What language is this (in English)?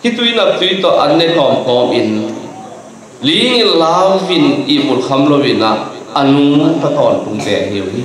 Tedim Chin